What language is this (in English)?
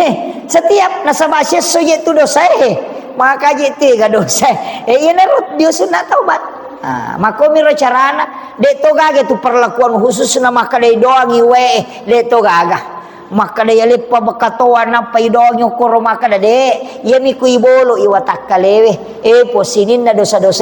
Buginese